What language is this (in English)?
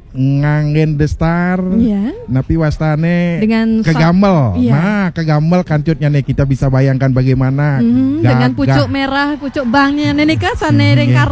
Balinese